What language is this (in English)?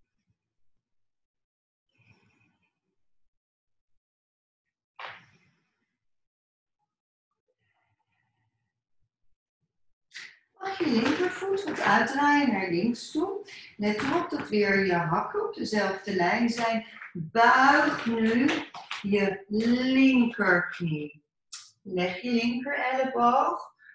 Dutch